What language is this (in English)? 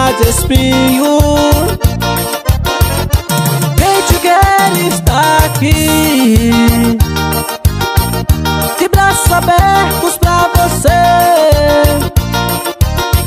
Portuguese